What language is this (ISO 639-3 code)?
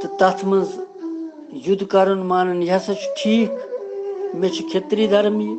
kas